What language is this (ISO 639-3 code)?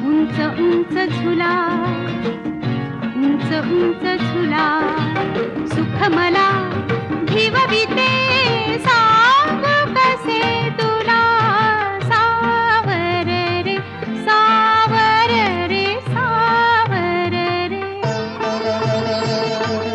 mar